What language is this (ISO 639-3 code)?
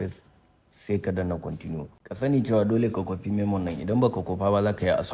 hau